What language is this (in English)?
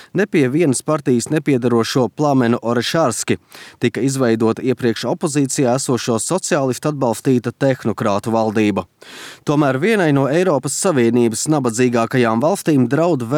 Latvian